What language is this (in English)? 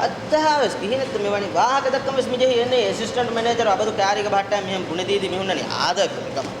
Divehi